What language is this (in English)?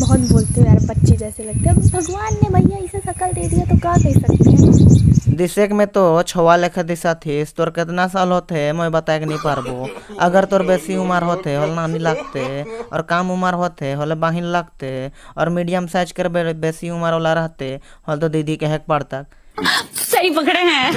Sadri